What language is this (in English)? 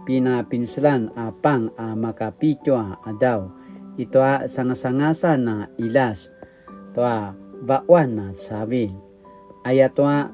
Paiwan